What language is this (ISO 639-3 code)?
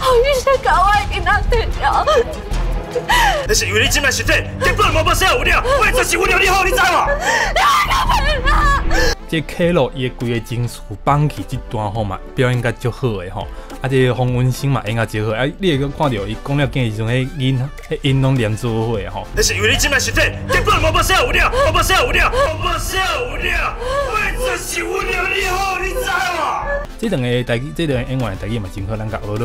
nan